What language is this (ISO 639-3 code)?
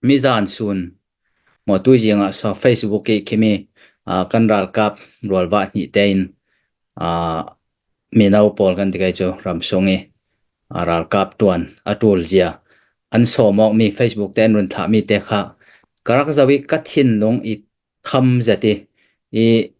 cfm